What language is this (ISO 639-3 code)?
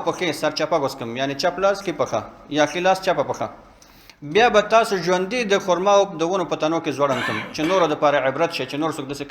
pus